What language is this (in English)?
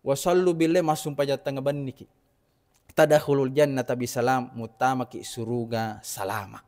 Buginese